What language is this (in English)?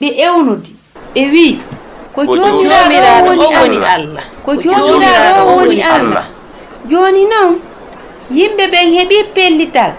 Fula